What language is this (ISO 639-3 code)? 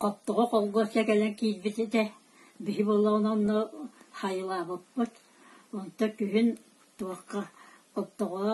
sah